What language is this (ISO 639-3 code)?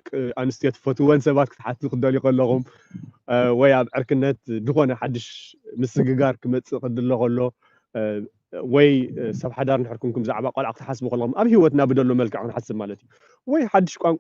tir